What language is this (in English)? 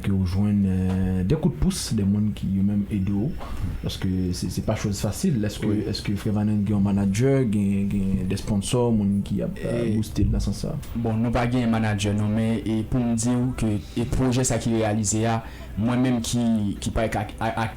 Haitian Creole